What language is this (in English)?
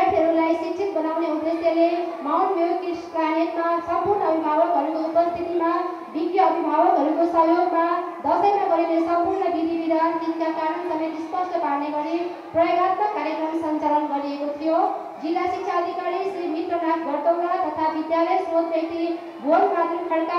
Nepali